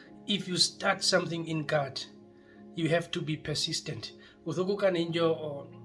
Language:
Herero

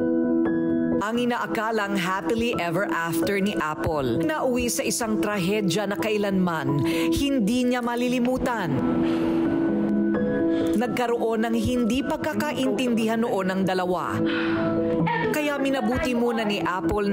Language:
Filipino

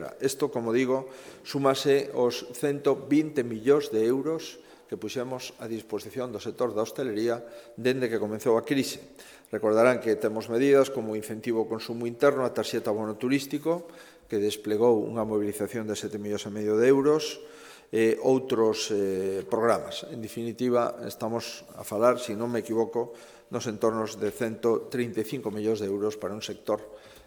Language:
Galician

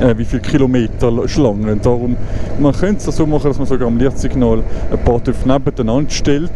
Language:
Swiss German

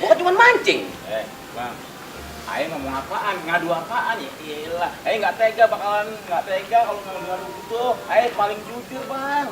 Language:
Betawi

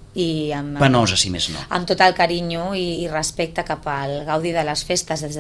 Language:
Catalan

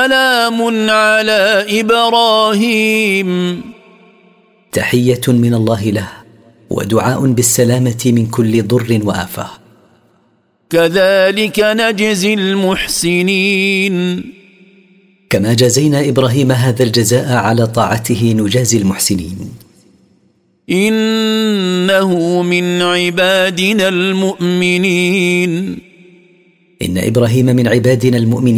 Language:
Arabic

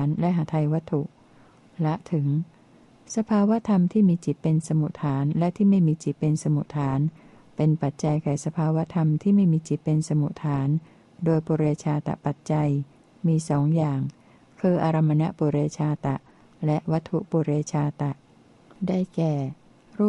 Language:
Thai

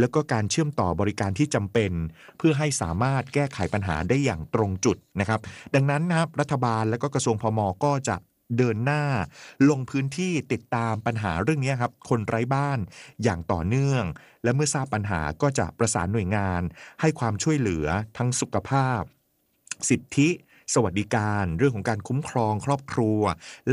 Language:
Thai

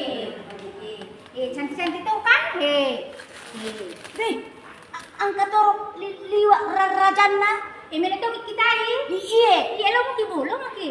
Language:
Buginese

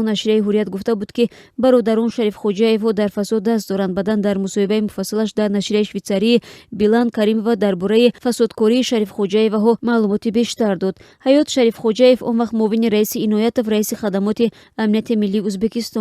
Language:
Tajik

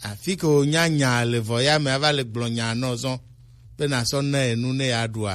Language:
Gen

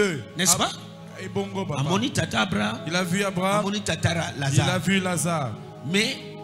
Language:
French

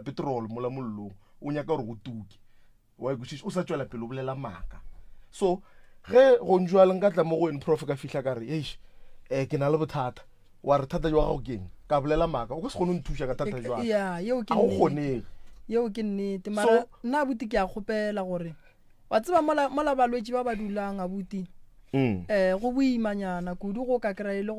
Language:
Northern Sotho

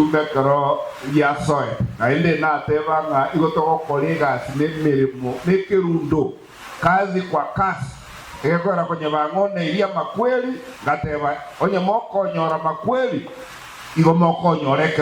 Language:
Gusii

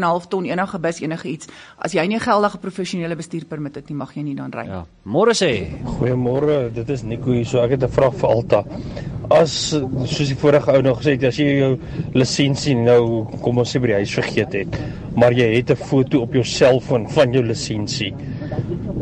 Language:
Afrikaans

